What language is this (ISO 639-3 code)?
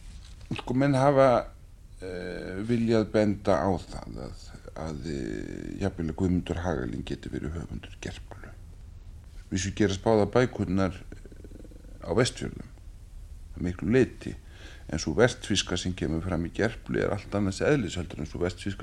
isl